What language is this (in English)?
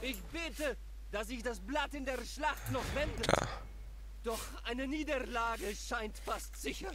Swiss German